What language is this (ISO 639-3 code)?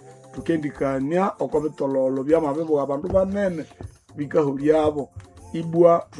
nnb